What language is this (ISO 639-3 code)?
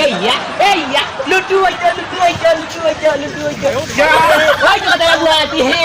syl